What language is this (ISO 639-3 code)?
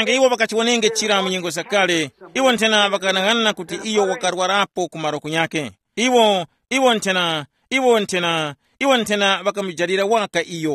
tum